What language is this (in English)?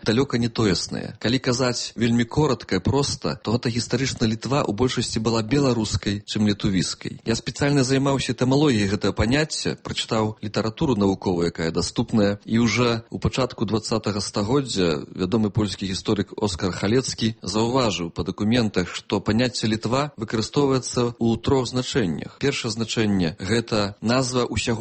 Belarusian